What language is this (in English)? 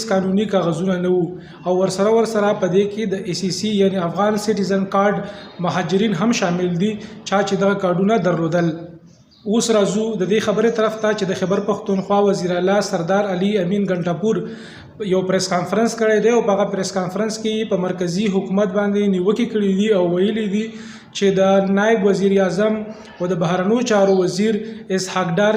Pashto